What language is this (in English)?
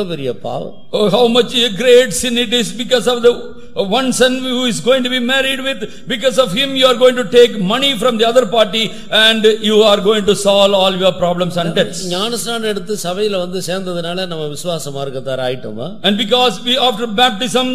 Tamil